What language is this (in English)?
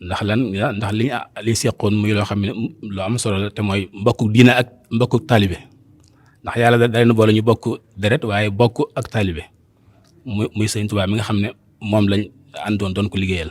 Wolof